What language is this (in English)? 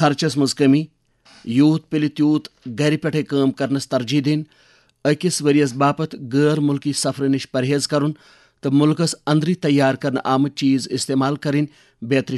Kashmiri